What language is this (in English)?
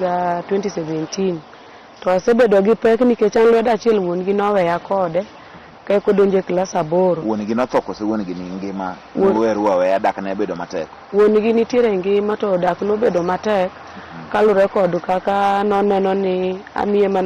Luo (Kenya and Tanzania)